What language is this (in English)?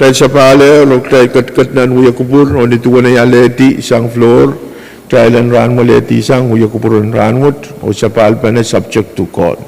Pohnpeian